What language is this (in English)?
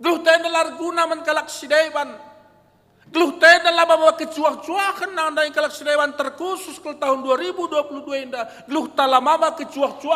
Batak Karo